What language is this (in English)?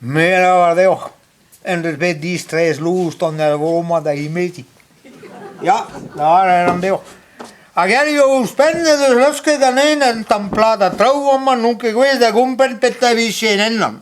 Breton